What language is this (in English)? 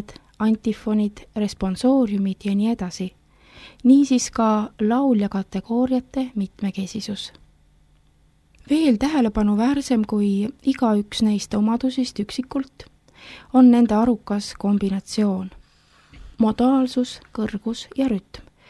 Estonian